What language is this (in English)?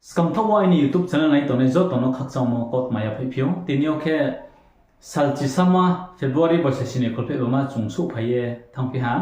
Riang (India)